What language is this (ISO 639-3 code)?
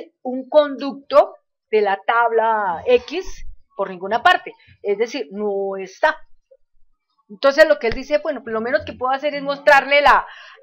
spa